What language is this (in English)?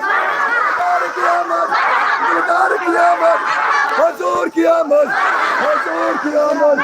Kashmiri